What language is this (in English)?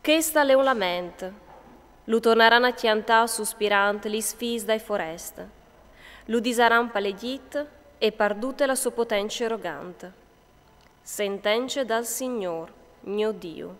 Friulian